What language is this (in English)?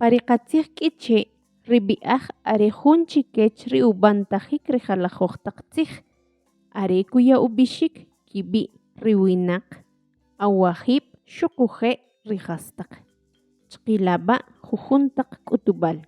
Kʼicheʼ